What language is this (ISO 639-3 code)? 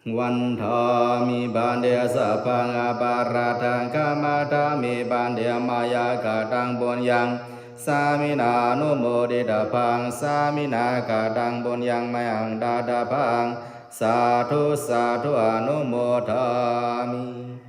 pli